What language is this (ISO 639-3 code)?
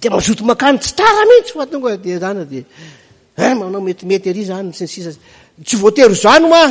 mlg